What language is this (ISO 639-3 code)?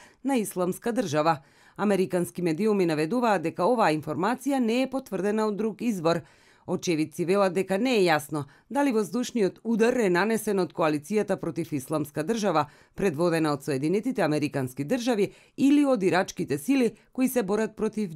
mkd